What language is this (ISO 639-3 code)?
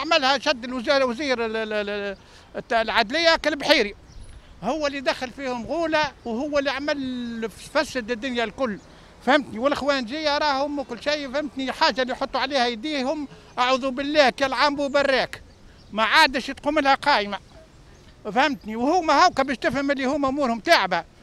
aeb